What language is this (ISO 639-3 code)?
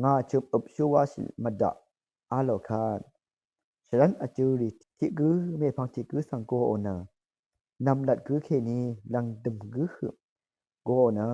raw